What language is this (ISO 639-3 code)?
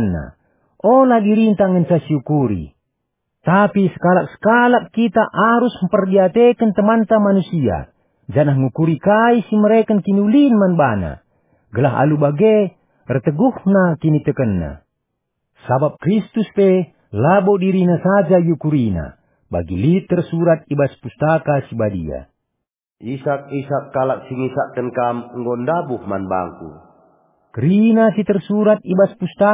btx